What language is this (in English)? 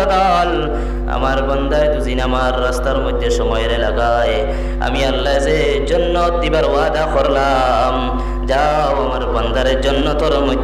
Sylheti